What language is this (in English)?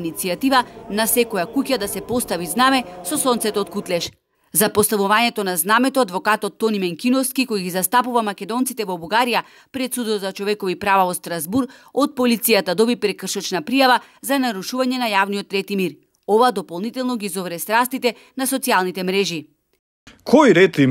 Macedonian